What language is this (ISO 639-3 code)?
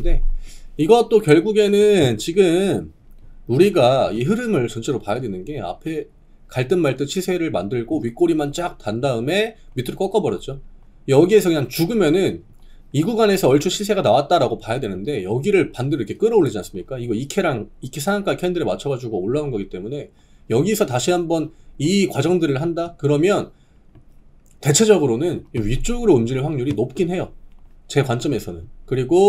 kor